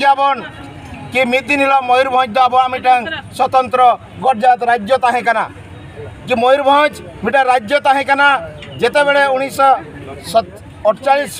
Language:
Santali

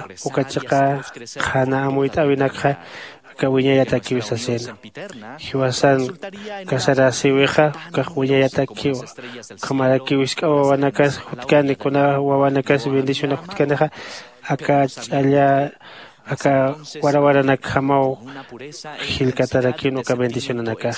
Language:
Aymara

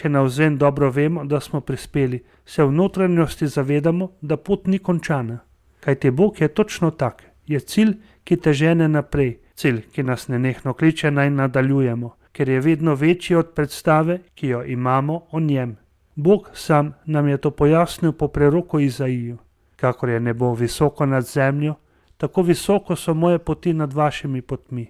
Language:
Slovenian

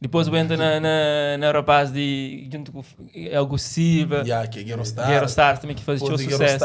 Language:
Kabuverdianu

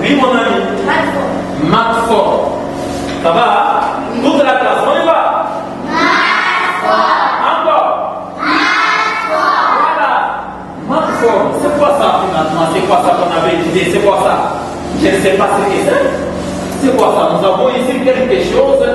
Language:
Luba-Lulua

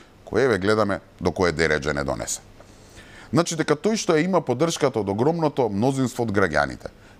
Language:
Macedonian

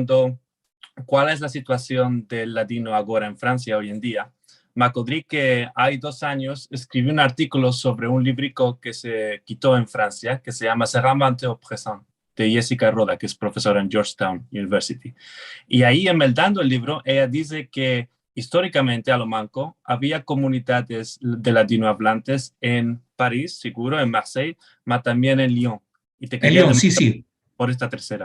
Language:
Ladino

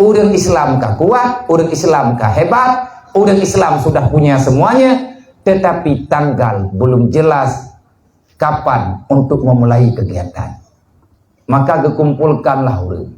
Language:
Achinese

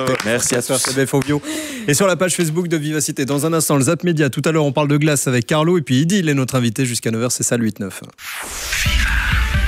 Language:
French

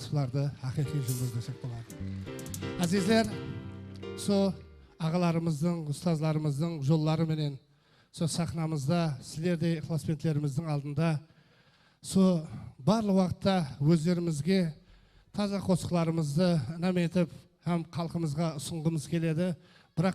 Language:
Kara-Kalpak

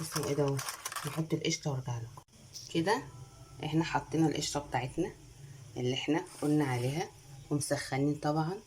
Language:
Egyptian Arabic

